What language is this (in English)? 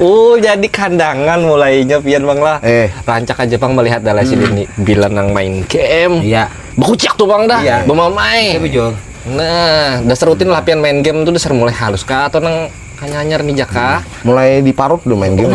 Banjar